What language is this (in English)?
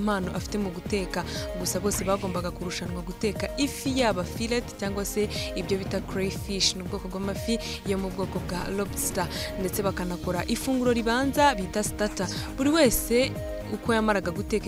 Kinyarwanda